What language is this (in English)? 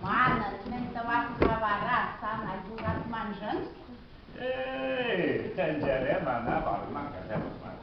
Chuvash